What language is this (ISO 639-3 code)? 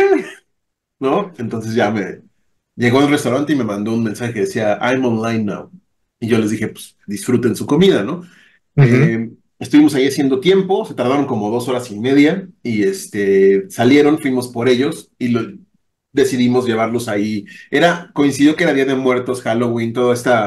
spa